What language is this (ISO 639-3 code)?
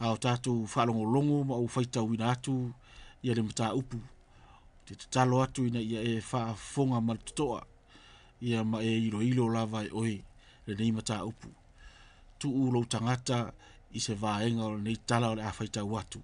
smo